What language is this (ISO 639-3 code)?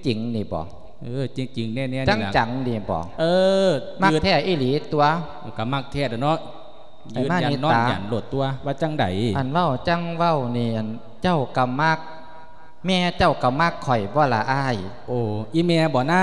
lao